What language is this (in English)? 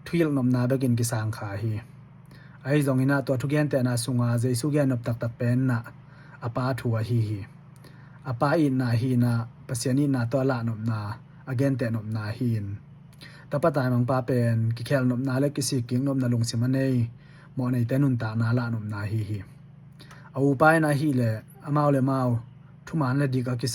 Tedim Chin